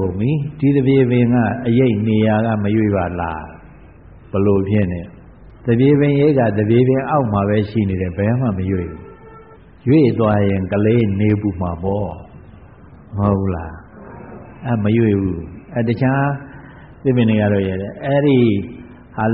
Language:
Burmese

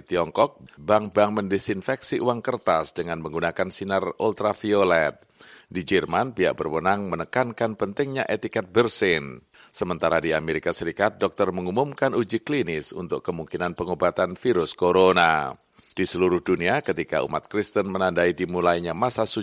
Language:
Indonesian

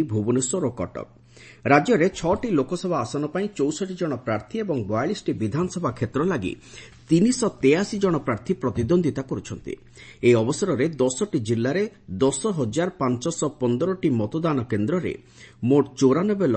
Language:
Odia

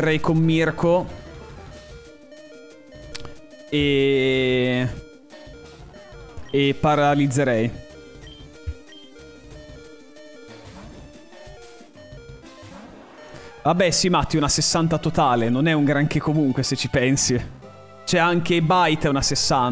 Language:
Italian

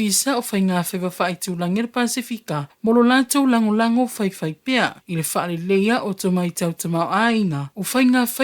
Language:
Samoan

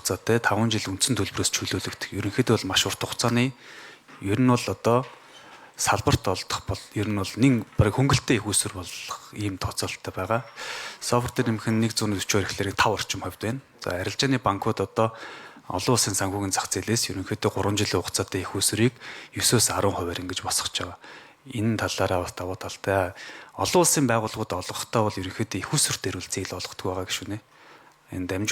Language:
Mongolian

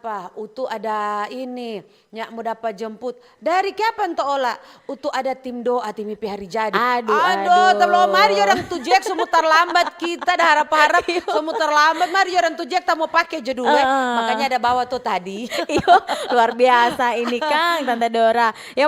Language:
Manado Malay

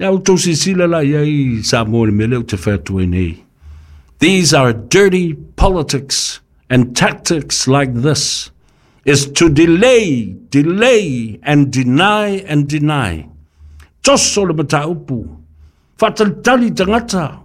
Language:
Samoan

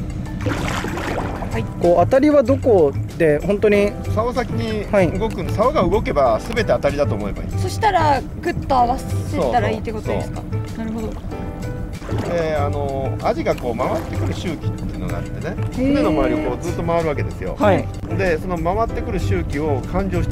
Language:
Japanese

